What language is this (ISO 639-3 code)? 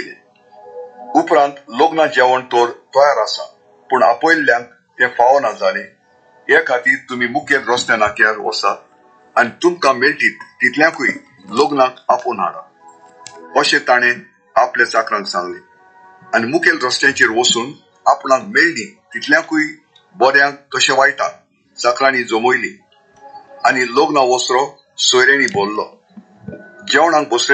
kok